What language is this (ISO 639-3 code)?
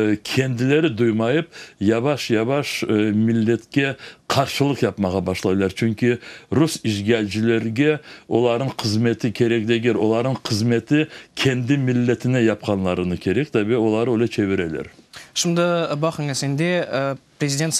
crh